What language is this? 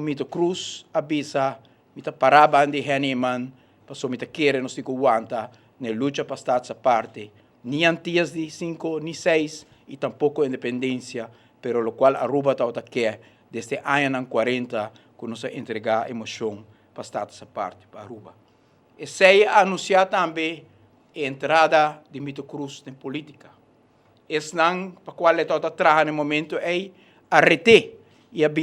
Papiamento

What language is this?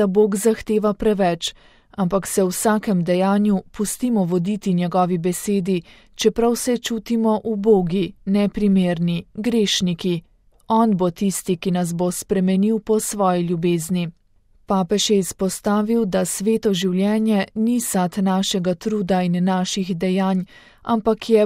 Slovenian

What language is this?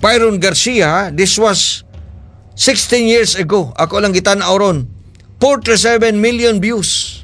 Cebuano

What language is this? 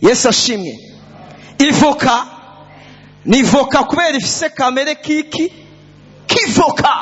Rundi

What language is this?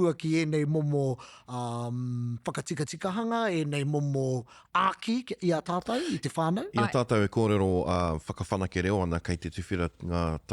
Māori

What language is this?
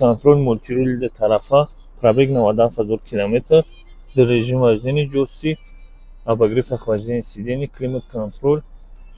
Tajik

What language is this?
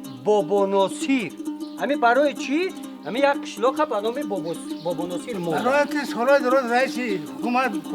Tajik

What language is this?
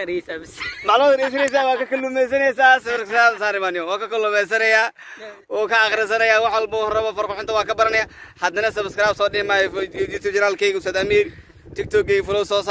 Somali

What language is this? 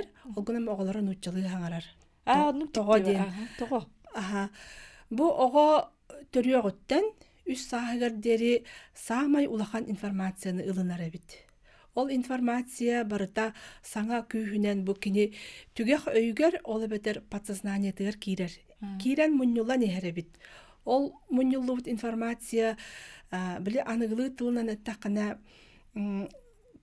Yakut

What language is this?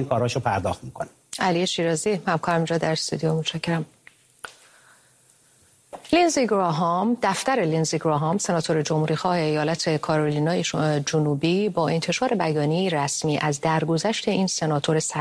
Persian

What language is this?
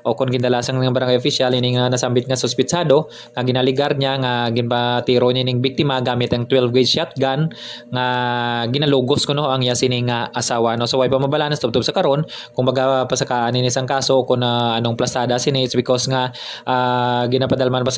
Hiligaynon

